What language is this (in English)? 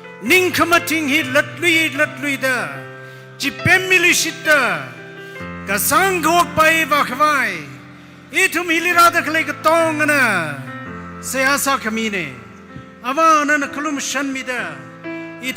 Tangkhul Naga (India)